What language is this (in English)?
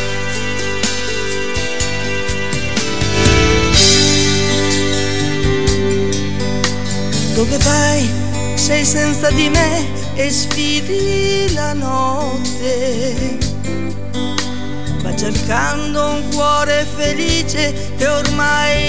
Italian